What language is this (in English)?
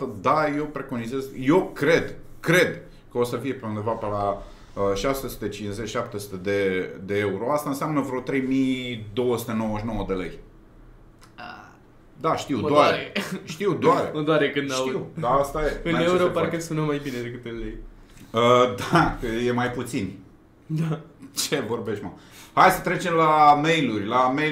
Romanian